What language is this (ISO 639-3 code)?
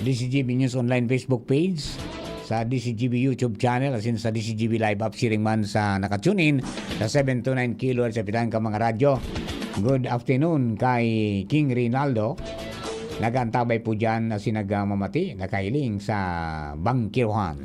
bik